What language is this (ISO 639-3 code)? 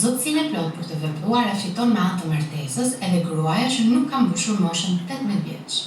sqi